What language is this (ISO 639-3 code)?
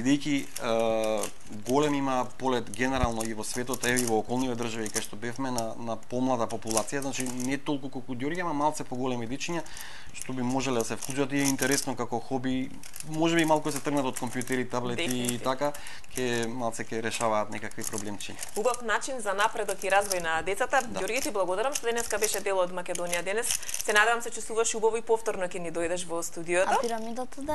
mkd